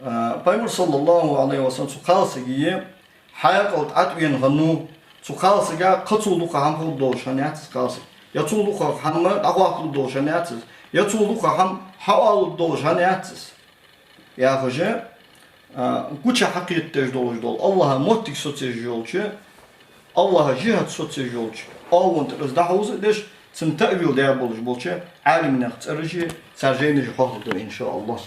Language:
Ingush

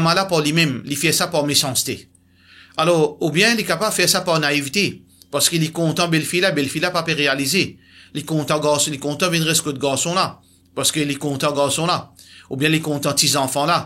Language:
Morisyen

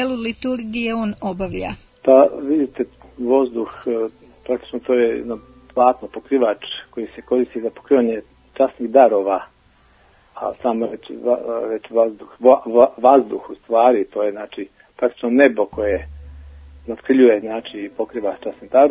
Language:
Serbian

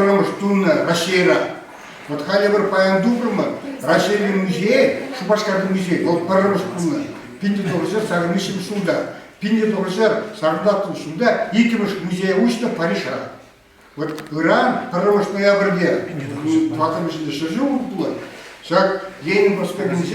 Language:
Chuvash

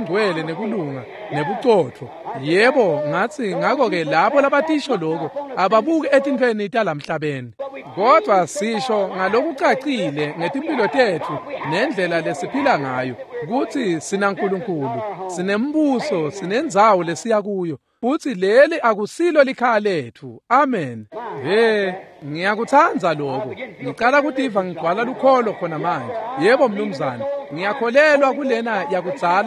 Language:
Swati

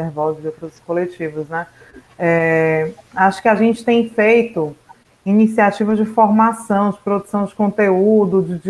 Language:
Portuguese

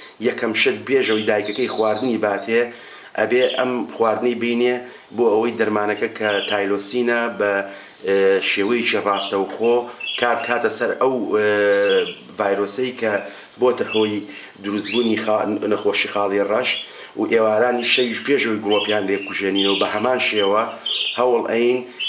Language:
Central Kurdish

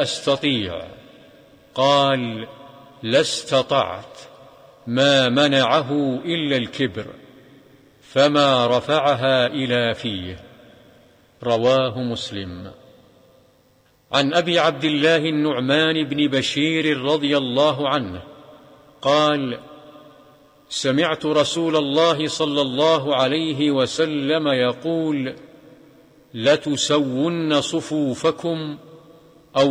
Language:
Arabic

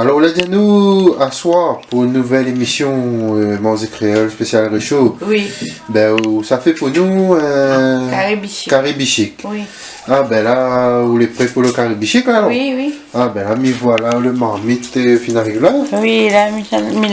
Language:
Réunion Creole French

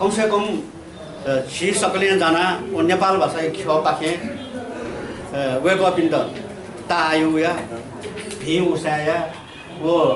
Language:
Newari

